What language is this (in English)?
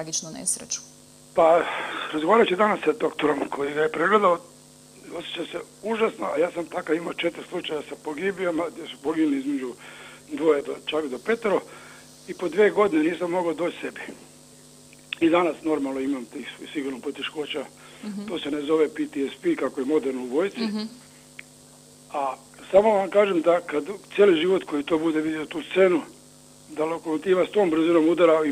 Croatian